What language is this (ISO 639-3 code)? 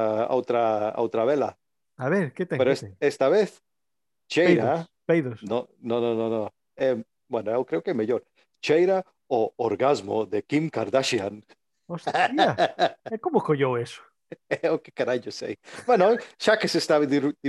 glg